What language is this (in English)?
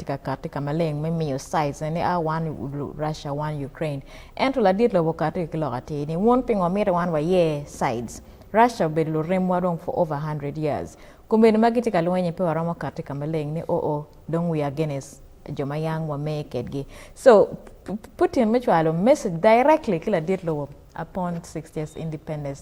Acoli